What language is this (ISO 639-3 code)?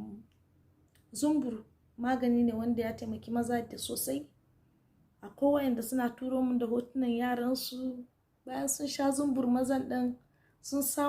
hau